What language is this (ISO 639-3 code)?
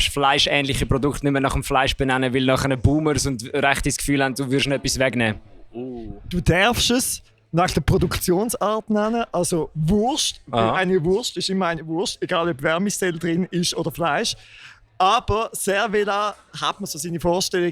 gsw